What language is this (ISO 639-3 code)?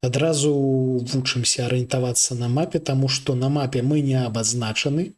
bel